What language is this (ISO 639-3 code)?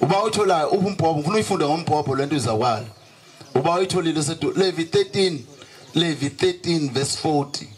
zul